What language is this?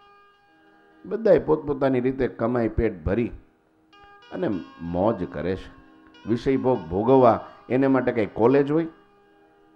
Gujarati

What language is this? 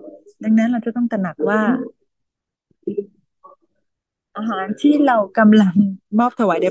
Thai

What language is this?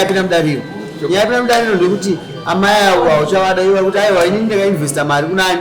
Shona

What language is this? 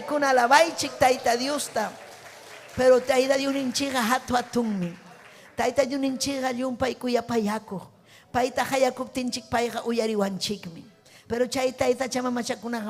Ayacucho Quechua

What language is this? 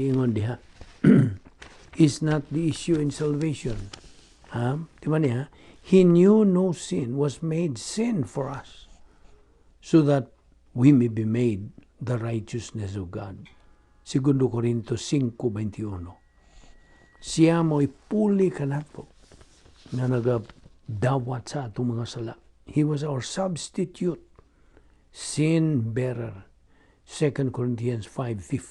Cebuano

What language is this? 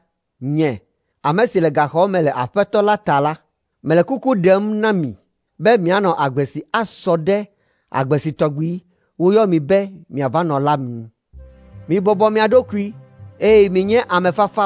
Ewe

